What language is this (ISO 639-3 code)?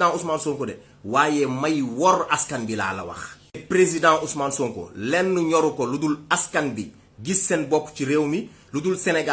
wol